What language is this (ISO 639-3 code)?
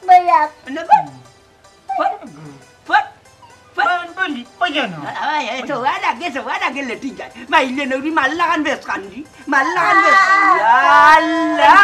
syl